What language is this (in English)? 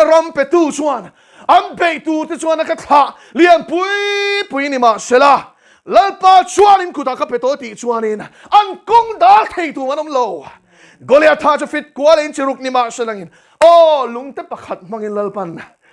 Mizo